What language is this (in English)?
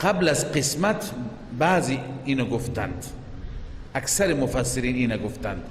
Persian